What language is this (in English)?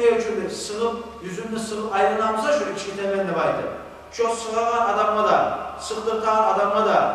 Kumyk